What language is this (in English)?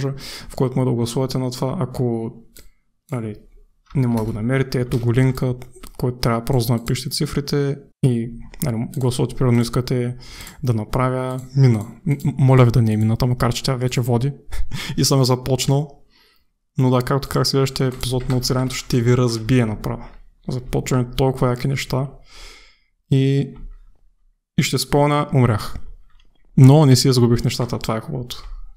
Bulgarian